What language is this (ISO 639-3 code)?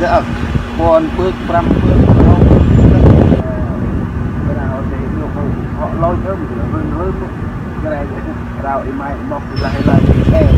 cmo